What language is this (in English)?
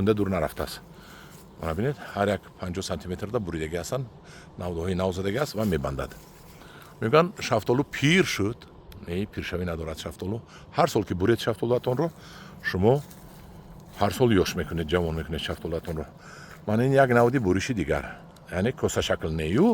Tajik